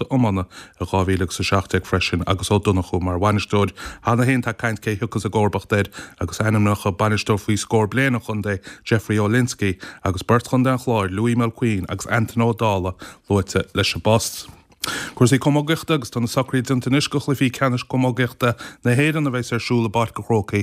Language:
Irish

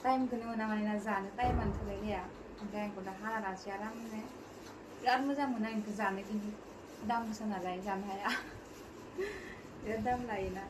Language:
Bodo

